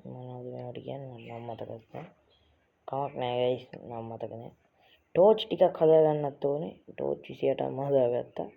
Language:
Sinhala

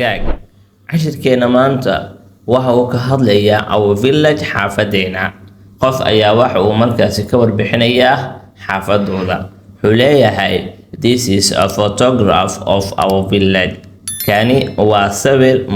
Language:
Somali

